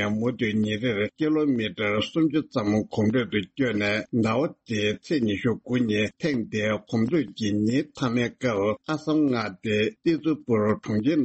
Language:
Tibetan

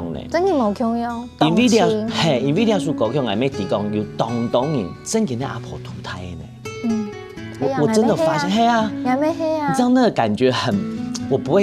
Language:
Hakka Chinese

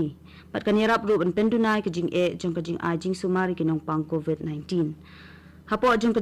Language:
Khasi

